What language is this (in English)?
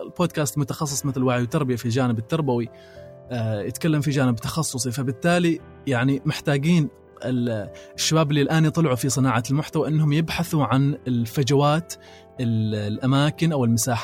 Gulf Arabic